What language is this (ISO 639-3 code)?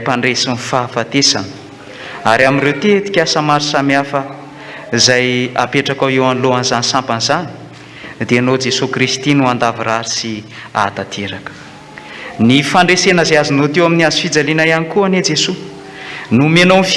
mlg